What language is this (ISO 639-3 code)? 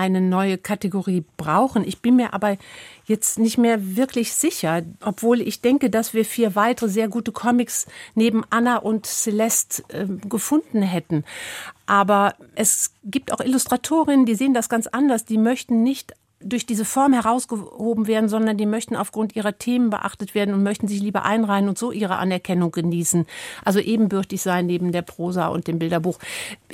deu